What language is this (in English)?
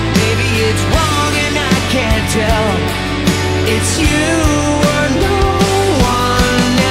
English